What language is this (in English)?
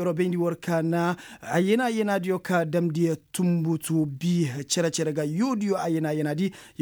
Koyraboro Senni